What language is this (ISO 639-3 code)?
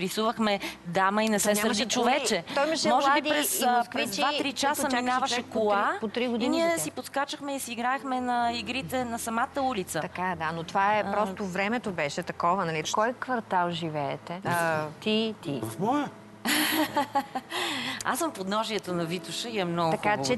bul